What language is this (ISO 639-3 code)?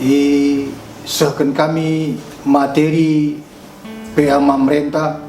btx